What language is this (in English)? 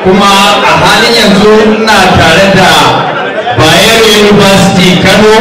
Hausa